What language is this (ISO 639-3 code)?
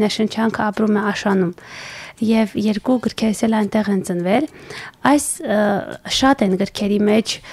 hye